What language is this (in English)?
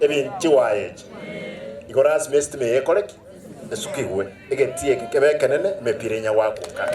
Gusii